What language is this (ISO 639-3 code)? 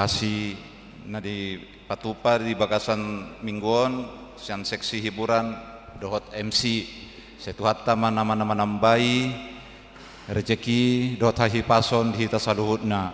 bbc